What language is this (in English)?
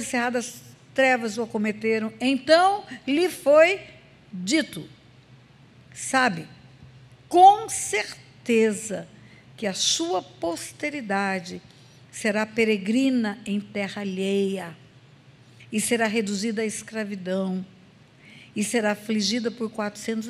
Portuguese